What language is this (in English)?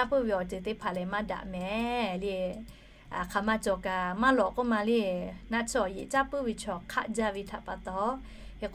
Lahu